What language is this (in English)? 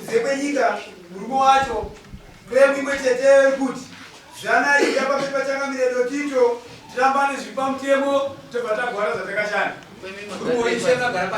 Shona